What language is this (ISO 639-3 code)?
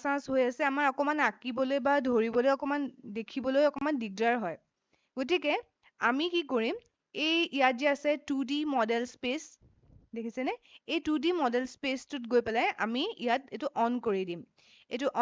asm